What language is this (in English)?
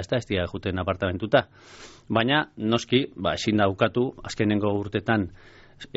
Basque